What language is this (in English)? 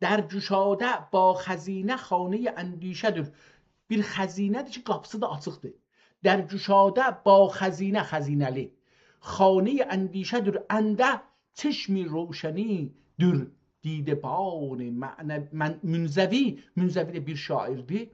South Azerbaijani